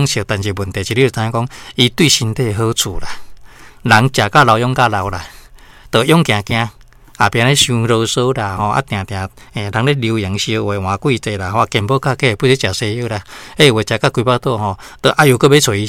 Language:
Min Nan Chinese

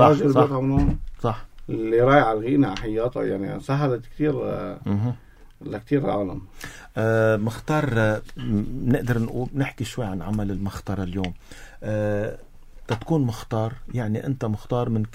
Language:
North Levantine Arabic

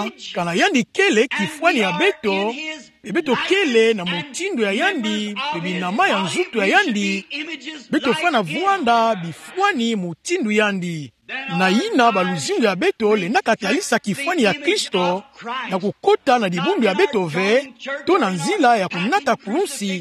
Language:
Kituba (Democratic Republic of Congo)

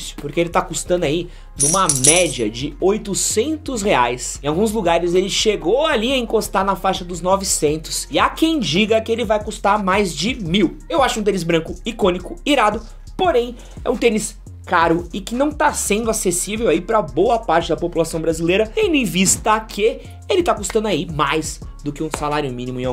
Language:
Portuguese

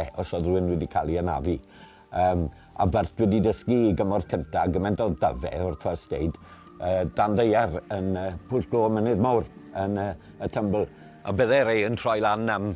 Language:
Welsh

